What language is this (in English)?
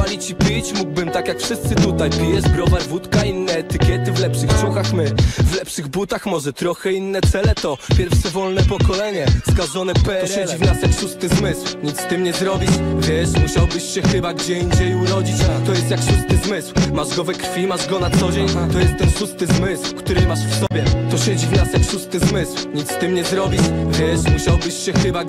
Polish